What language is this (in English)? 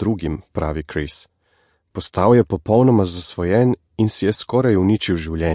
Slovenian